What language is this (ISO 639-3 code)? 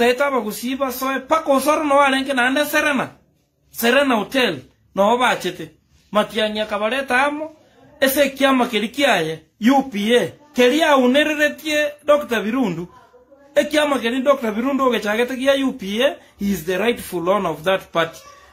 guz